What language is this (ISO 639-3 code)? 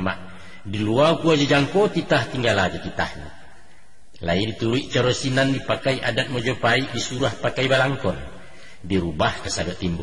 min